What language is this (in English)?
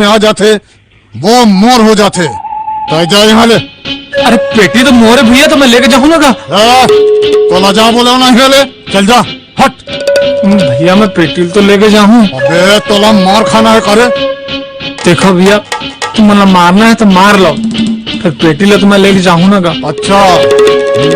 Chhattisgarhi